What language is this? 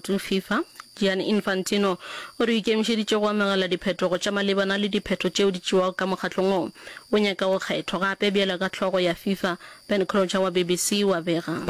Northern Sotho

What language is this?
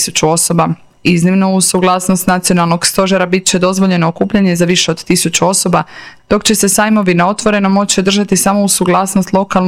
Croatian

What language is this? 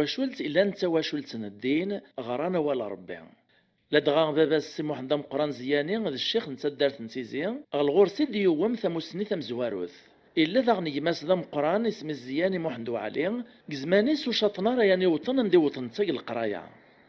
Kabyle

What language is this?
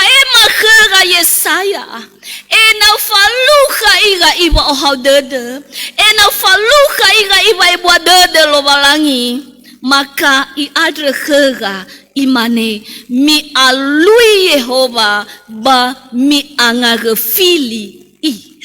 Nias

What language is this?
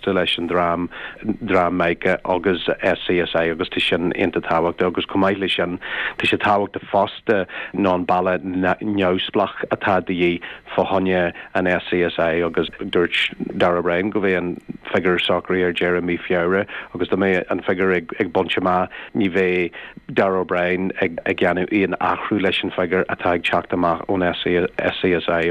Irish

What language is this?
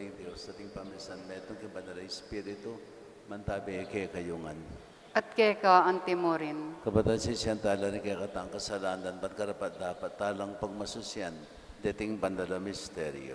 Pampanga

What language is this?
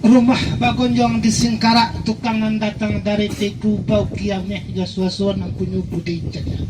Minangkabau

